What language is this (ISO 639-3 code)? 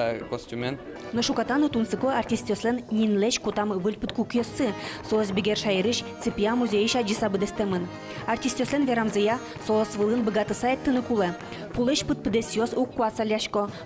udm